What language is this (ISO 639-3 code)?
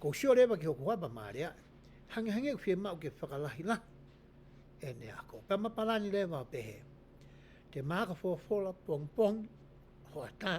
ton